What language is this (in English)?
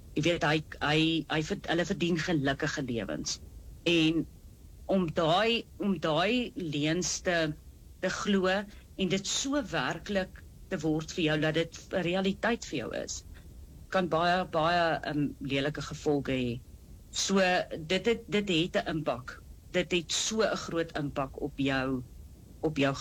Afrikaans